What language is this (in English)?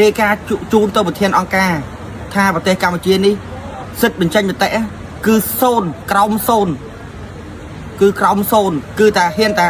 Khmer